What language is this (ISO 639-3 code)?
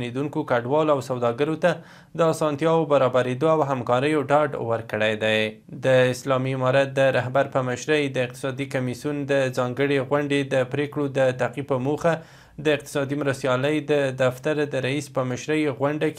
pus